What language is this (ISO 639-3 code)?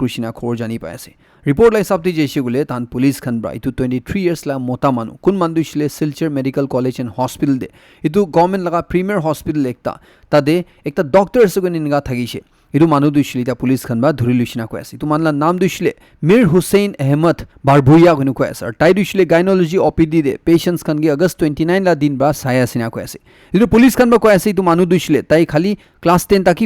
nag